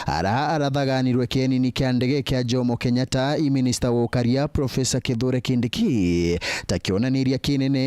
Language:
Meru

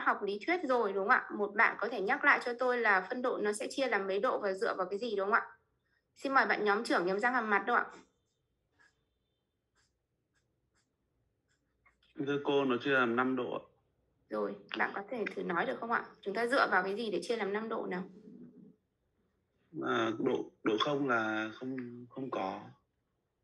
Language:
Vietnamese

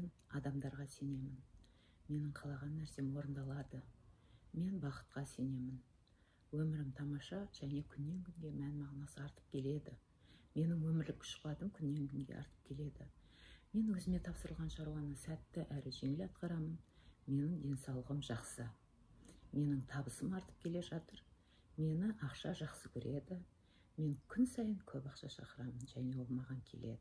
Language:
Kazakh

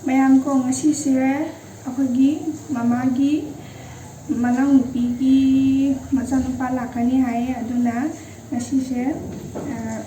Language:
Manipuri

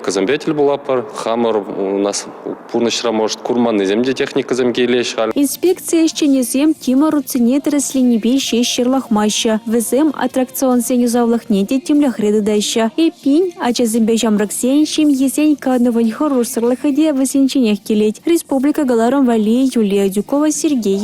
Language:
Chuvash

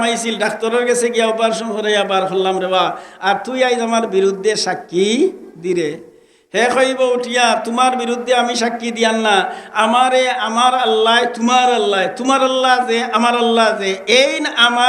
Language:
Sylheti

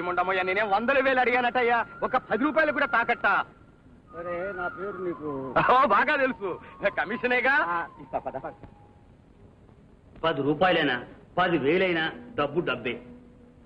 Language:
Telugu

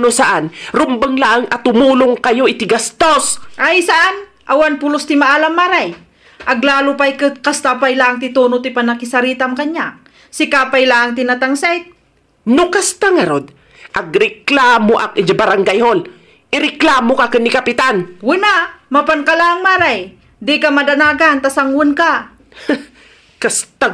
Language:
Iloko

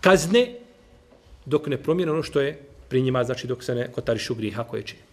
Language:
Bosnian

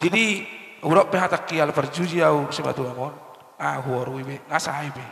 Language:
Batak Toba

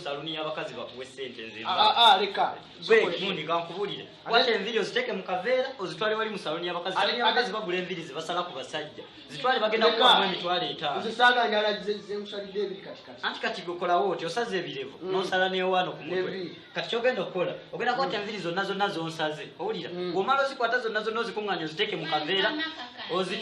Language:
Ganda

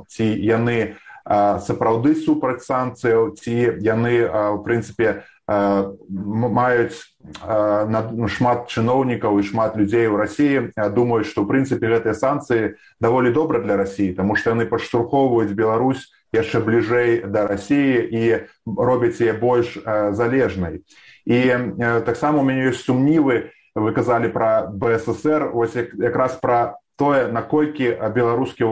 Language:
Belarusian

